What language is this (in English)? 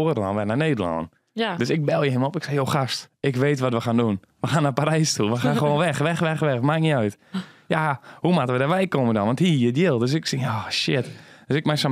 Western Frisian